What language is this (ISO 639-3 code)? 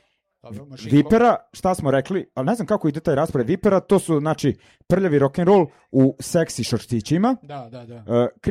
srp